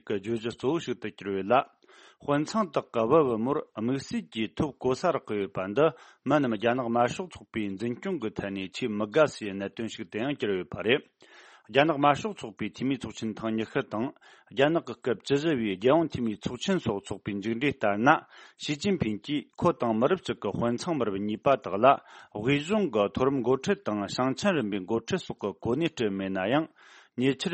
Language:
Tibetan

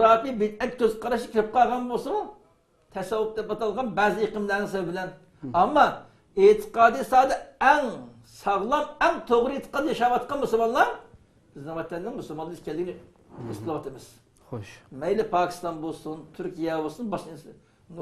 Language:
Uyghur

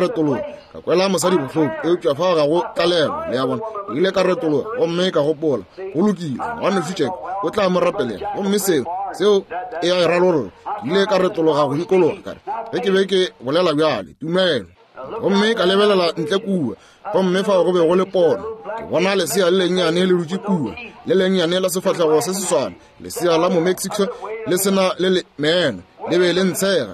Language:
Northern Sotho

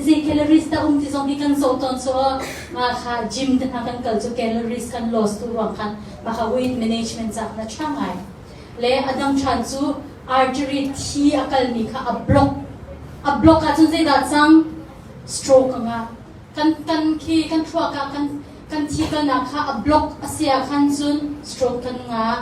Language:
Hakha Chin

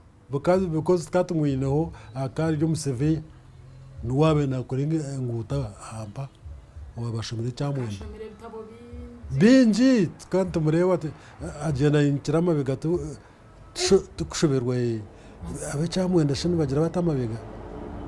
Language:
Nyankole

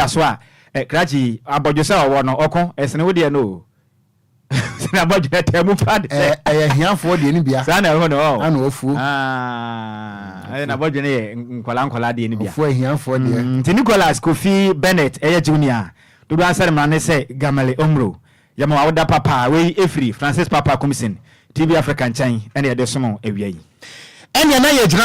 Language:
Akan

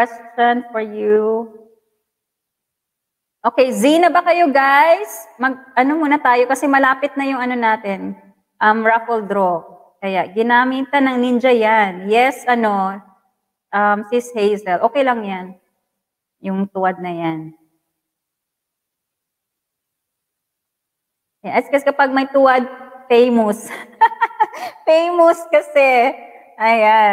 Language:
Filipino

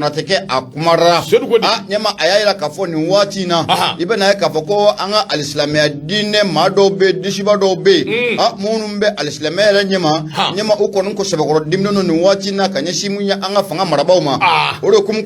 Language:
Bambara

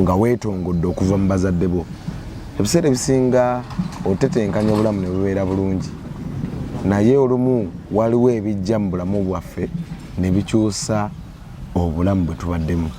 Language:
Ganda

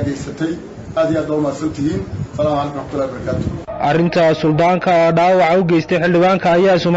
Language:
Somali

